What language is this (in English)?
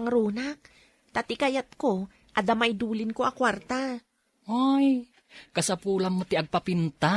Iloko